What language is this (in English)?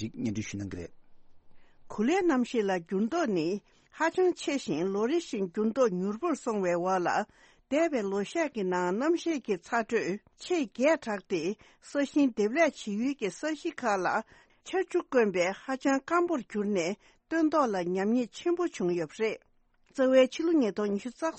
Tibetan